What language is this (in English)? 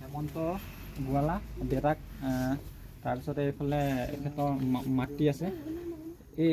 Assamese